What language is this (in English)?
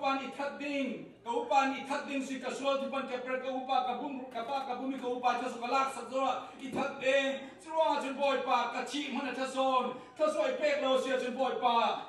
Falam Chin